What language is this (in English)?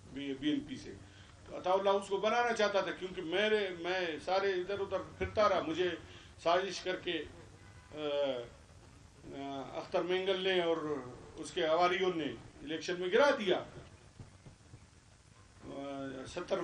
Urdu